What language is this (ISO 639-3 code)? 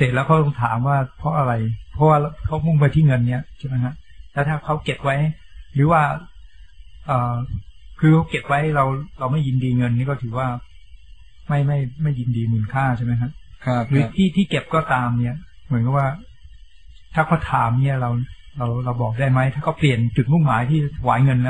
tha